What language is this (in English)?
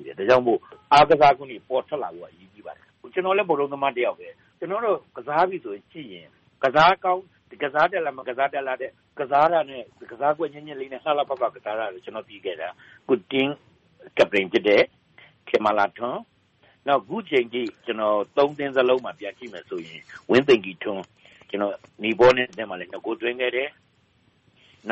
Burmese